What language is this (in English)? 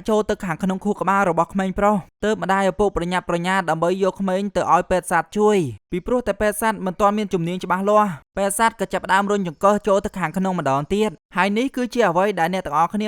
Khmer